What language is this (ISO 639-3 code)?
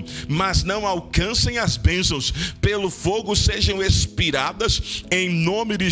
por